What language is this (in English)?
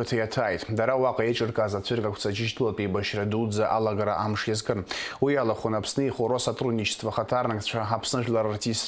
Abkhazian